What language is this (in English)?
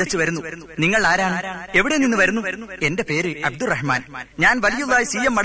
Malayalam